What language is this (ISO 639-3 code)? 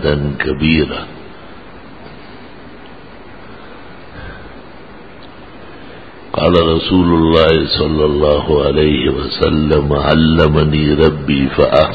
urd